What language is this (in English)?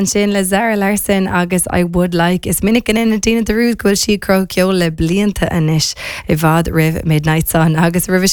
Irish